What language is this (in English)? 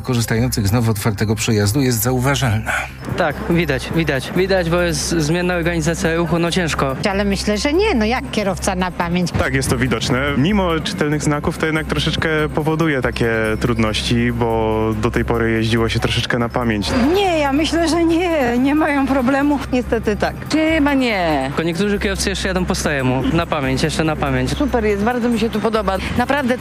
Polish